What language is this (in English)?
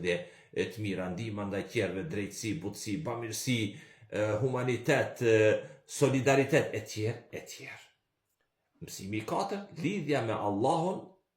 Albanian